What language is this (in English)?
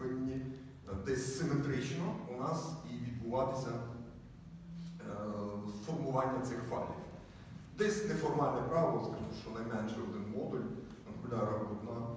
Ukrainian